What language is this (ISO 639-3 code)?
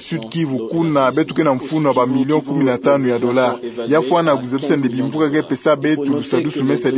ktu